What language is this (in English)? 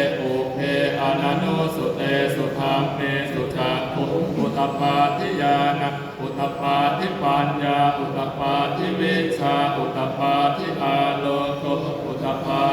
Pali